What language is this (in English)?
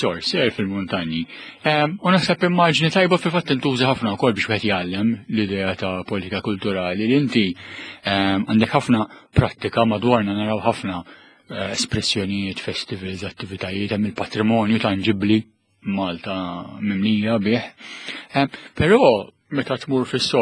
Maltese